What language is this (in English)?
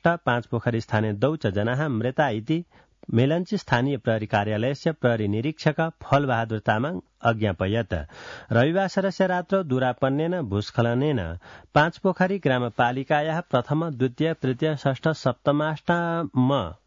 Sanskrit